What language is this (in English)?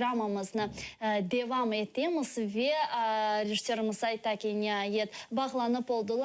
Crimean Tatar